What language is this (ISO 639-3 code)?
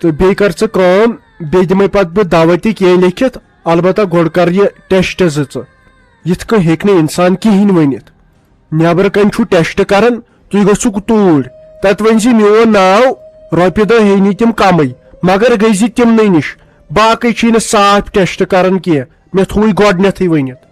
kas